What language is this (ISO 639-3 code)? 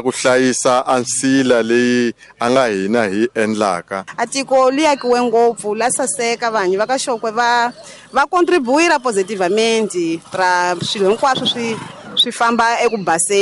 tso